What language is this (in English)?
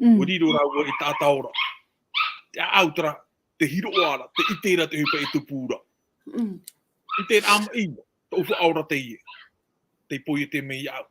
Tahitian